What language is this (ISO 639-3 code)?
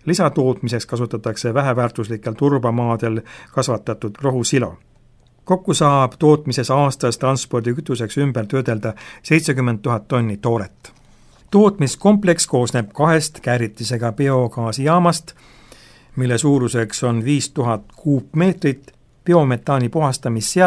est